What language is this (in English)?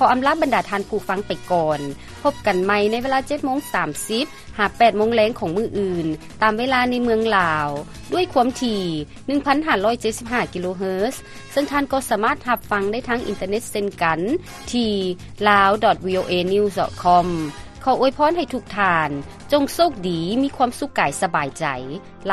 Lao